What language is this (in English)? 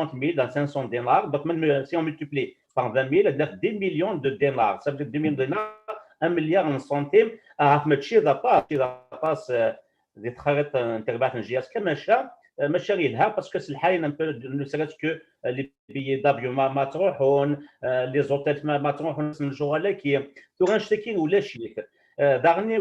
Kabyle